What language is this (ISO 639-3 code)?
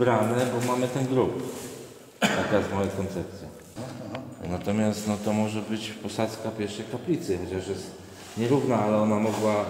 pol